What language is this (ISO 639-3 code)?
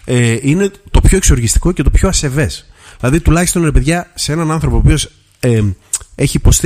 ell